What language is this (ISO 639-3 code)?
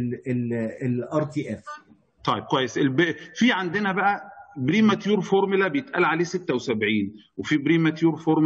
arz